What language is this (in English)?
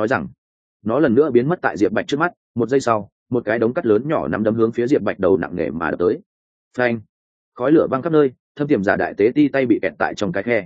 Vietnamese